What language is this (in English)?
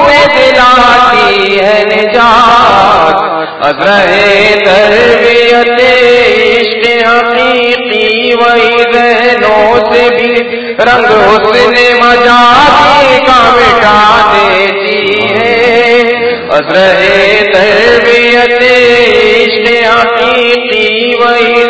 Urdu